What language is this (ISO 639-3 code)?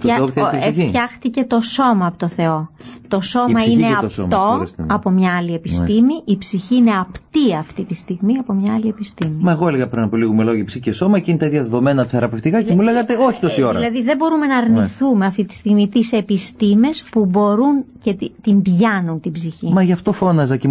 ell